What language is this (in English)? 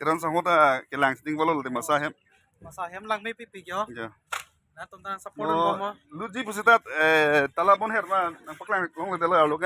Karbi